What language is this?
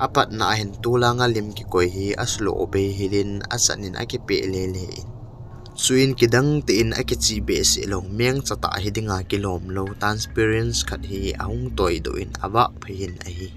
Thado Chin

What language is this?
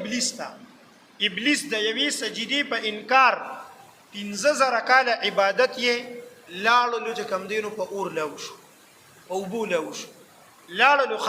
Pashto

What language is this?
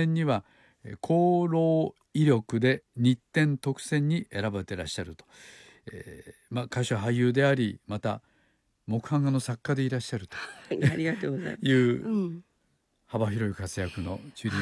Japanese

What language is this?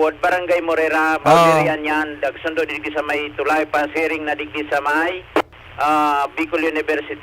Bikol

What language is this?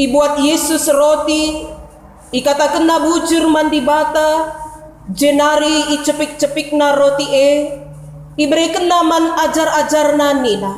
Batak Karo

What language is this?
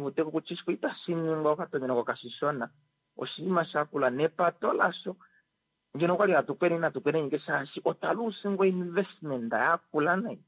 Kuanyama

